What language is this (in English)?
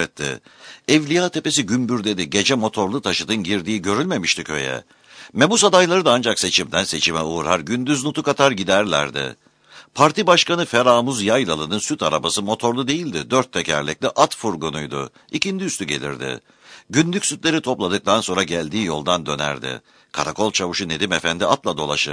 Turkish